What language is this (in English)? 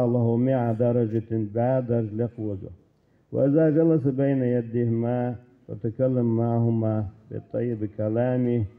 Ingush